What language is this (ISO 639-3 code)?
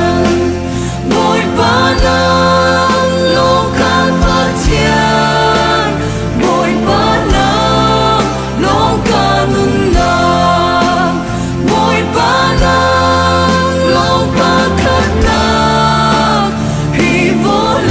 cnh